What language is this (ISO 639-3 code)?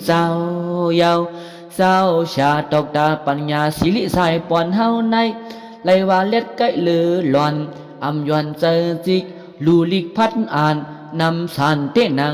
shn